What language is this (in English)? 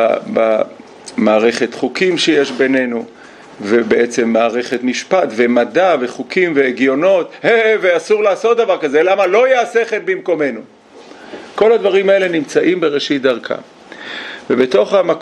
Hebrew